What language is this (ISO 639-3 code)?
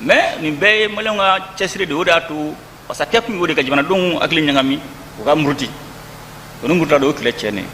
bam